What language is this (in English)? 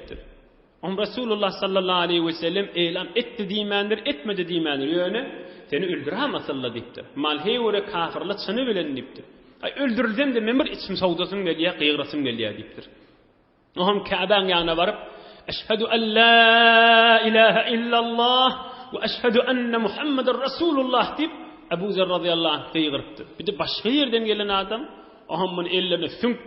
Turkmen